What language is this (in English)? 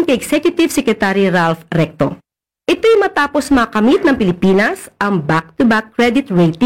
Filipino